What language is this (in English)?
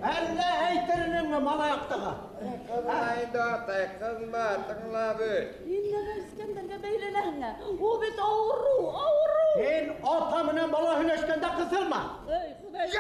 Bashkir